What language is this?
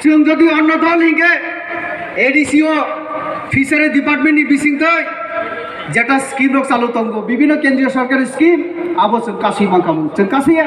Kok Borok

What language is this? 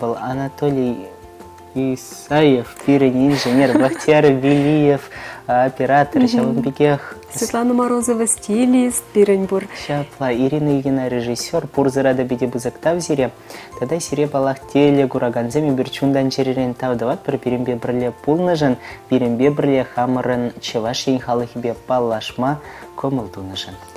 Chuvash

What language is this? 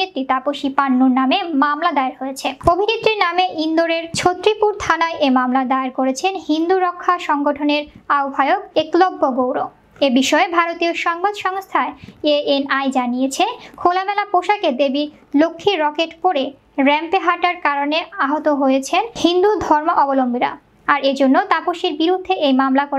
Bangla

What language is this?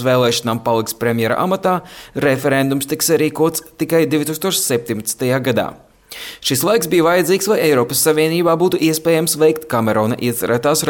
Latvian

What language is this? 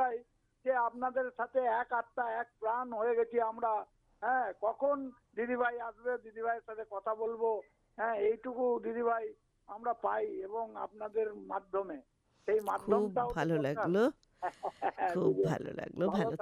Bangla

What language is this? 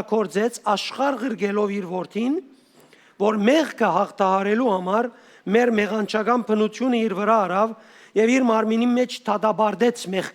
Western Armenian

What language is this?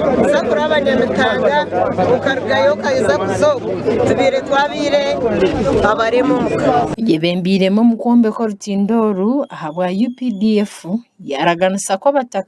Nyankole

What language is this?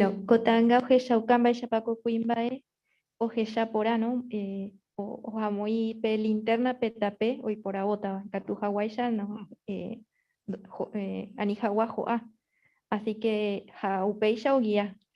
Guarani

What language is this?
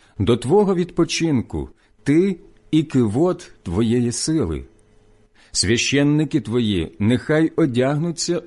Ukrainian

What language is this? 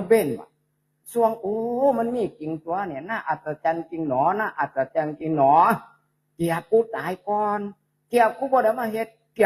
Northeastern Thai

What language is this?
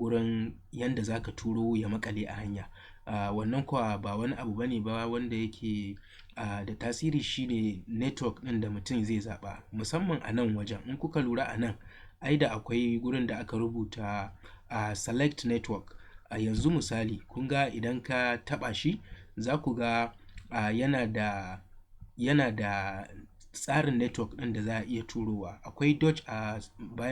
Hausa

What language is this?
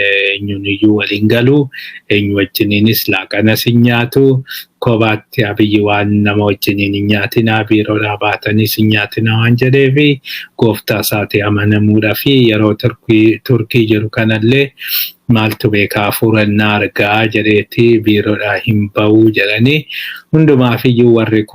Oromo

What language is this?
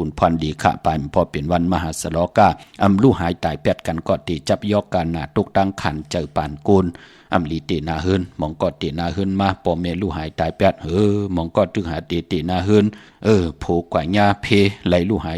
Shan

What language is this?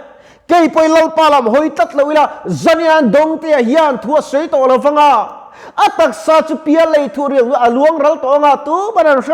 Mizo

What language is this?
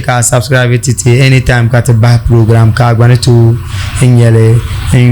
Dagbani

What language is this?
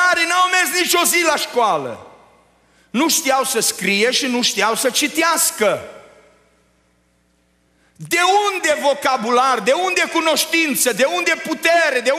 Romanian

